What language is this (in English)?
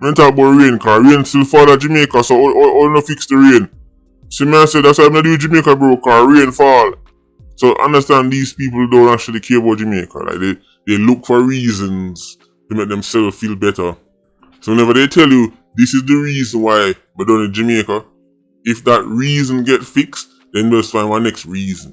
Jamaican Creole English